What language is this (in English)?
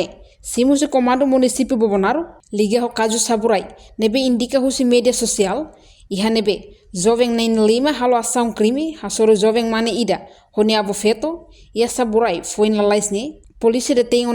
Tetum